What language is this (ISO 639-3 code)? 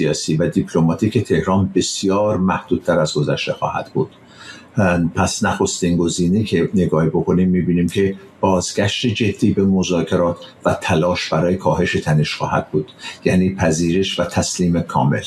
fas